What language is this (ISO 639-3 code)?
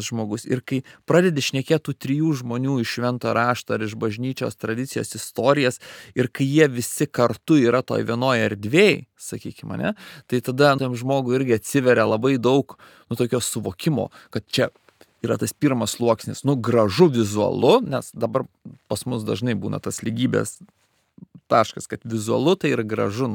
lit